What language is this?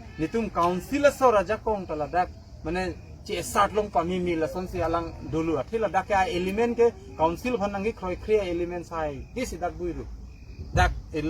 Karbi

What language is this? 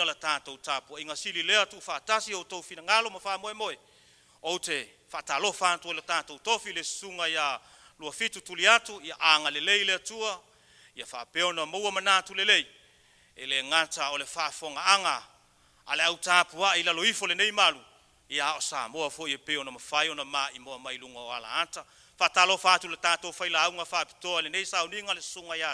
Samoan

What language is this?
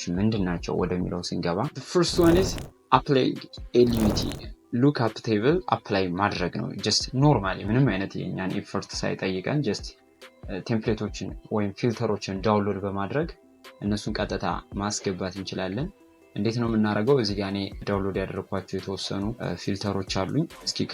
Amharic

